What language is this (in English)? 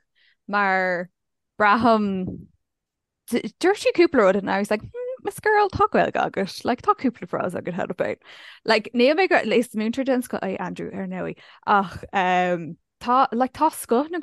Irish